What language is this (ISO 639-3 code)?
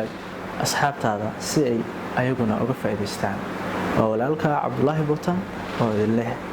som